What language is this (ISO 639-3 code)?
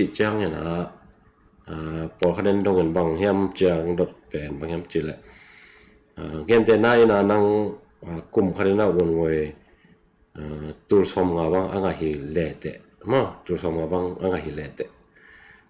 ctd